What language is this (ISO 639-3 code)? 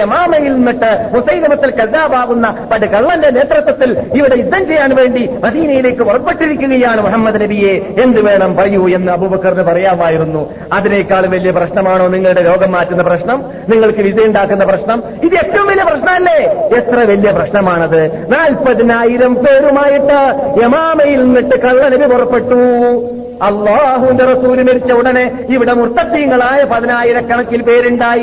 mal